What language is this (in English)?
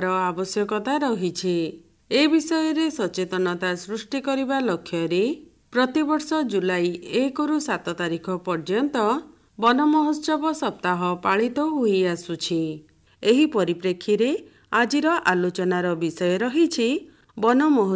Odia